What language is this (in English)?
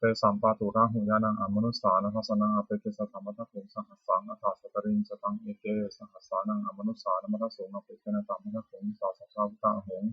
Pali